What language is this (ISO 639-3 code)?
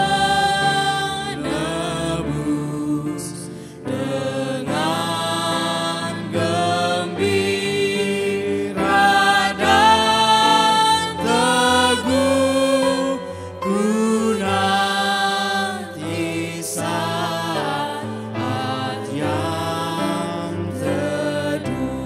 ind